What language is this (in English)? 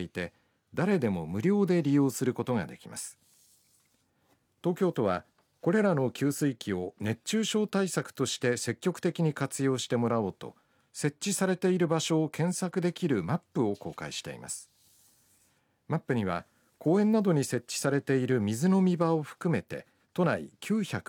Japanese